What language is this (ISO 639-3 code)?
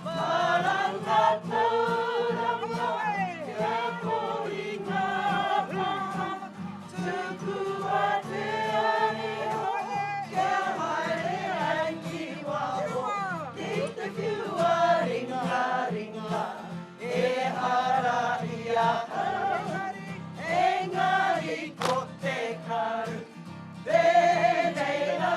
mri